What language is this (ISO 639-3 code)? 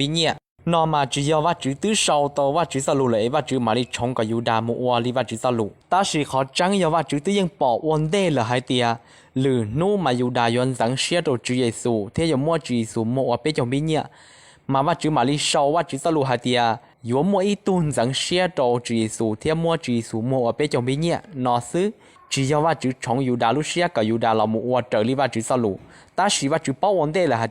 hmn